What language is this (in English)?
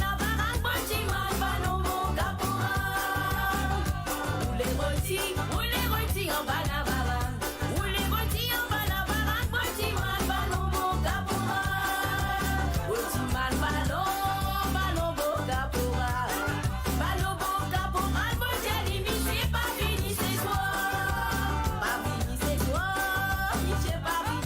Morisyen